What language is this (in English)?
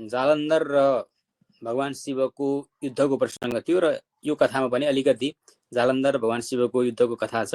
Nepali